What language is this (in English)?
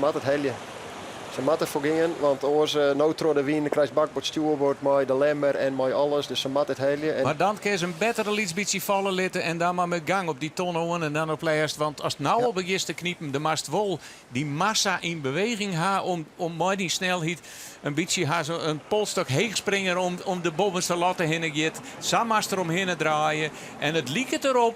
Western Frisian